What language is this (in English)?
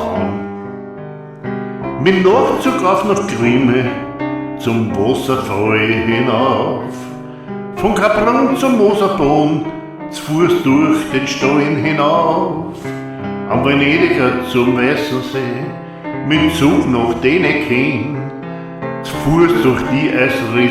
Bavarian